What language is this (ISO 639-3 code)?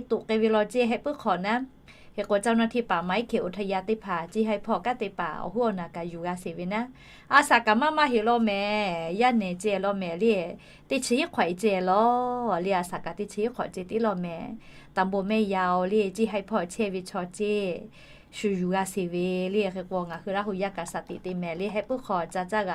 lhu